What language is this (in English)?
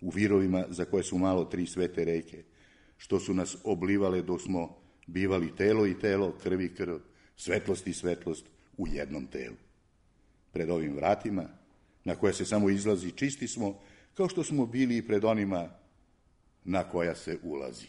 Serbian